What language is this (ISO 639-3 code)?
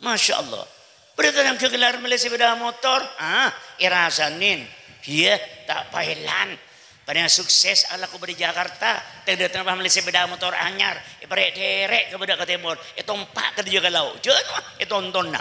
mad